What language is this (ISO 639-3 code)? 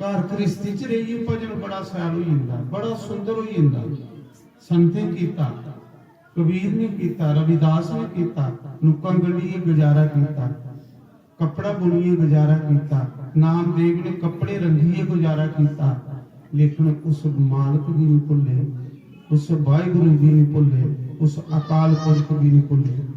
doi